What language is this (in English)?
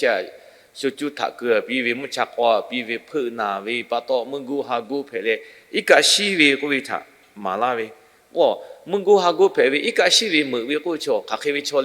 Lahu